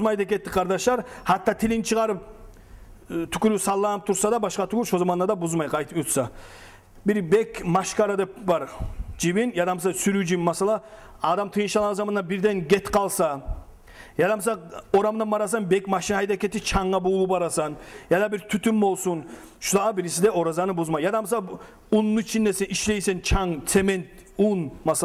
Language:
Kumyk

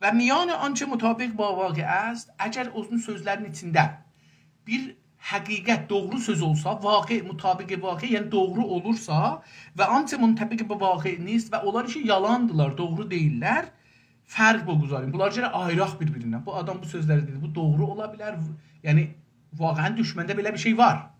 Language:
South Azerbaijani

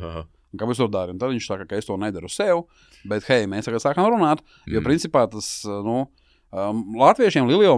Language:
Latvian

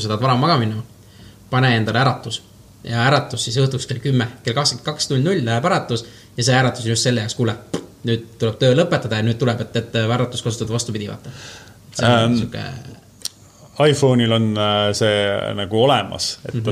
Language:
Estonian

